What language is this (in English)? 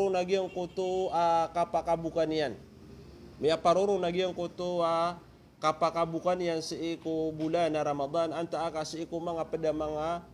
Maranao